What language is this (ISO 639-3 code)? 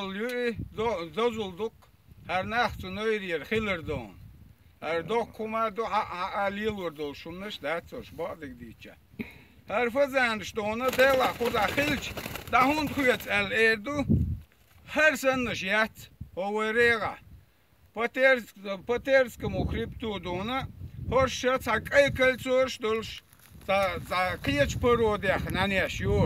che